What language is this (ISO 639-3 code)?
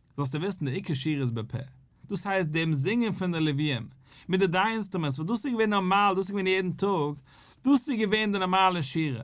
yid